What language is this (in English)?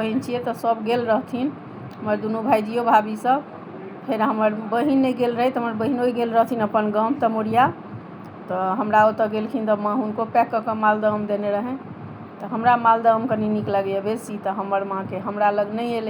Maithili